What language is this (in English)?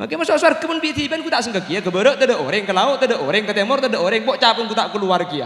Madurese